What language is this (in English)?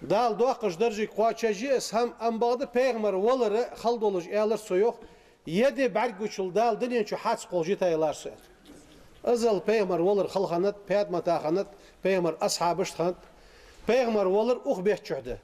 Ingush